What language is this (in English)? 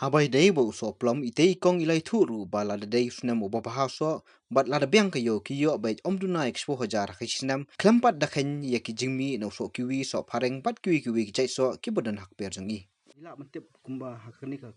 Khasi